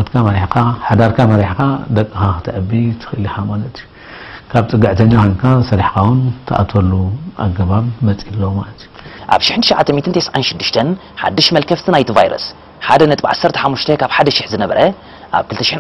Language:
Tigrinya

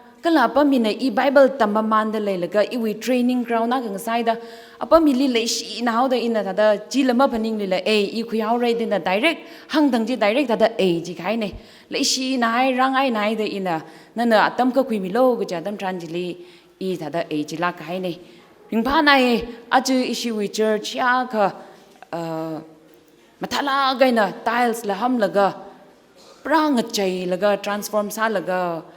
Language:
Tangkhul Naga (India)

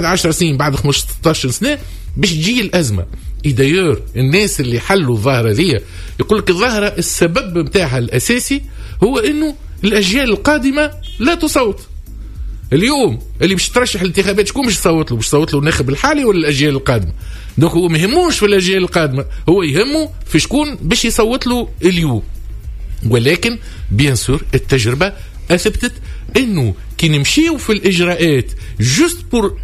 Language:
Tunisian Arabic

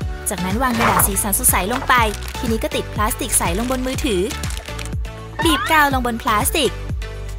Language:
Thai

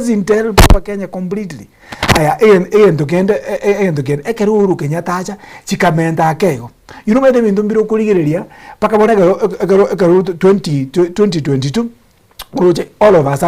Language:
Gusii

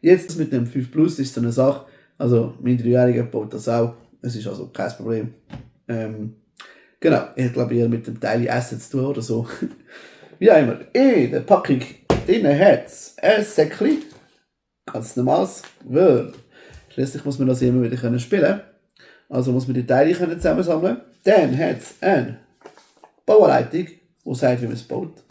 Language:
Swiss German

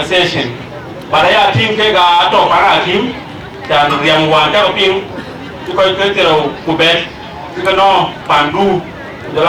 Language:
Dinka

